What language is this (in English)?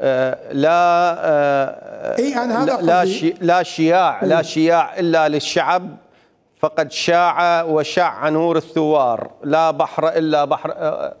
Mesopotamian Arabic